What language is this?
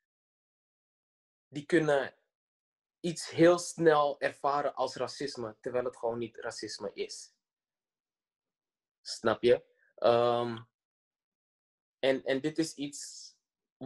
Dutch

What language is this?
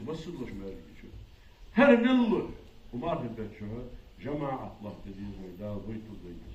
Ingush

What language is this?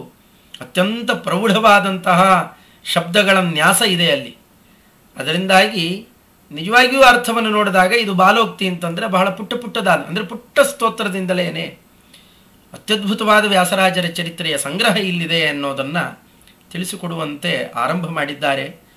Kannada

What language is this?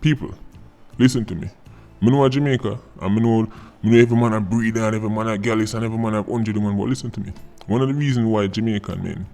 Jamaican Creole English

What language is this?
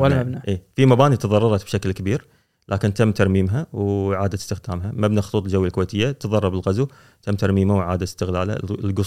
Gulf Arabic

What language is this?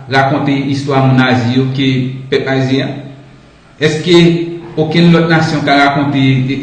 Haitian Creole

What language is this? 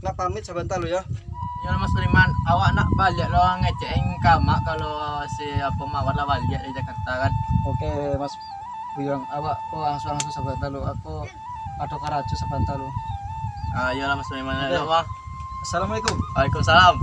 Minangkabau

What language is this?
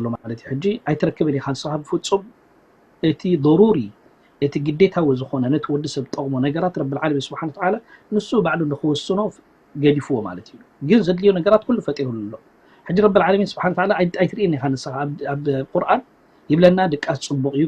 Tigrinya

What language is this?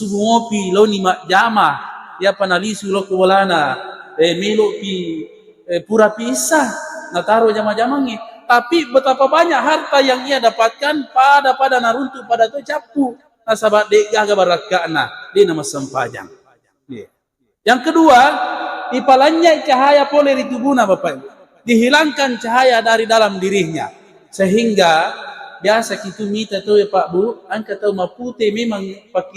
Buginese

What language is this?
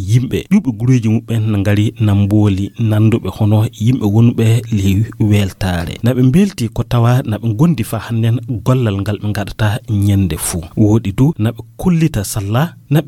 Fula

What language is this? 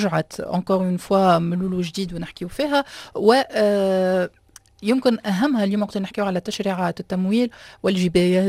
Tunisian Arabic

